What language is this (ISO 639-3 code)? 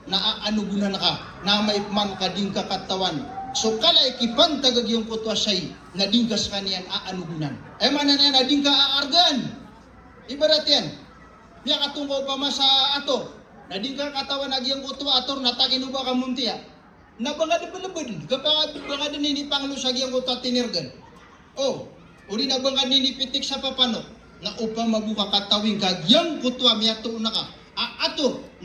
mrw